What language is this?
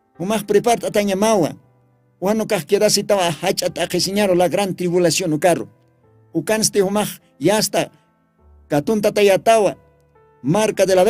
Aymara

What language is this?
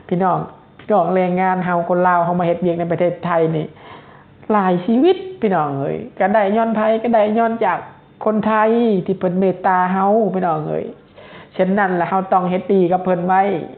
Lao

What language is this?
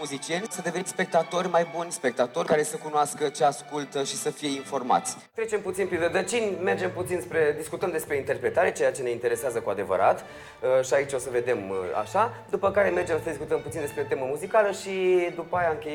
Romanian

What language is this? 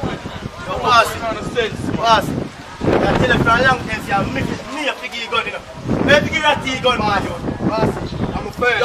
Jamaican Creole English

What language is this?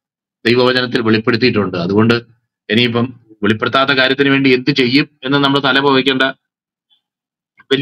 Malayalam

